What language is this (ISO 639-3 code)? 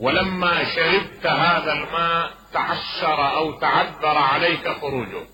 acm